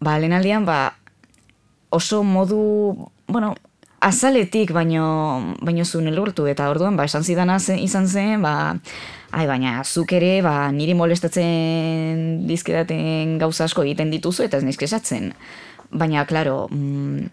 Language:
Basque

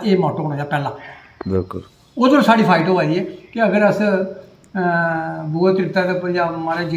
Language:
Dogri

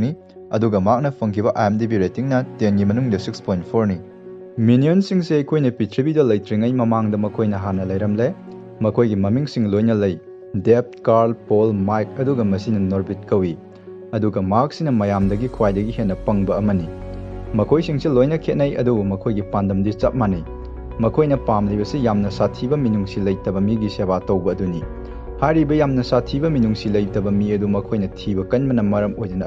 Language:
Manipuri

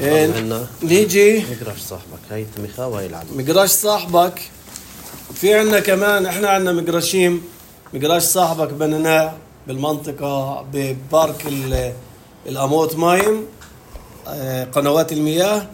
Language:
North Levantine Arabic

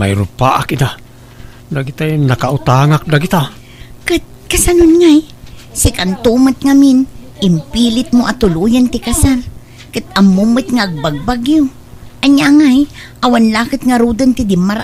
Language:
Iloko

